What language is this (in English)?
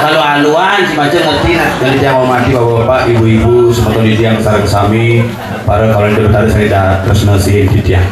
Balinese